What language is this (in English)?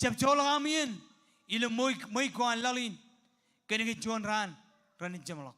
Marshallese